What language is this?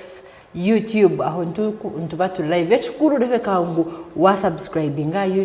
Nyankole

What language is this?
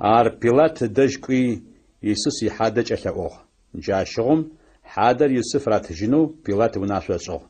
Adyghe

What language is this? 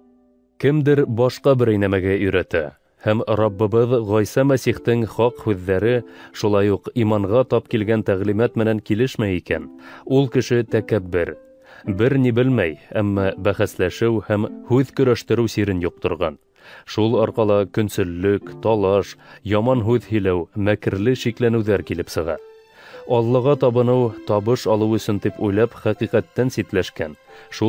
Bashkir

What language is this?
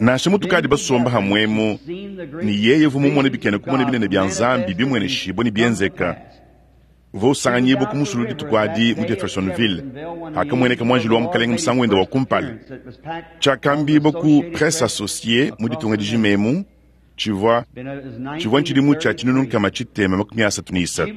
Luba-Lulua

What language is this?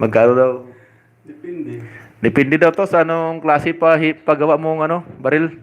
Hiligaynon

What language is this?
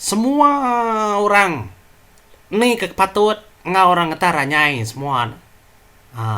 Iban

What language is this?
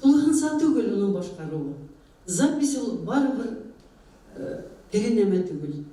Bashkir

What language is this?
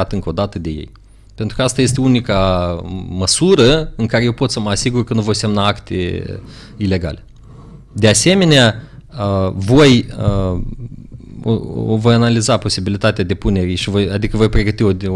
Romanian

